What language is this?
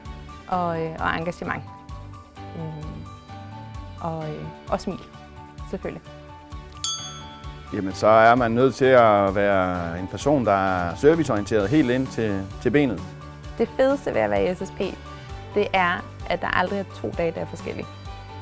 Danish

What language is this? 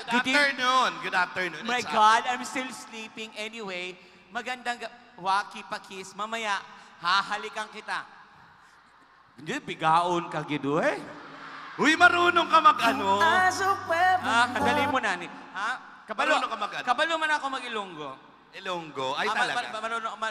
Filipino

